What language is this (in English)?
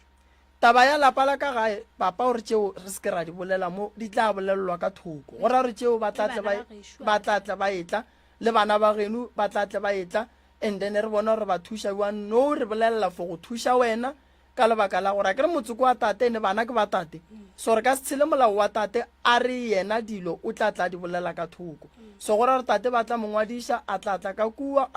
Northern Sotho